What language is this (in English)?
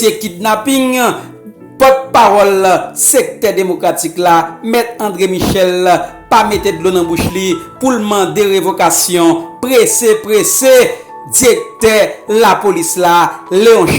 Haitian Creole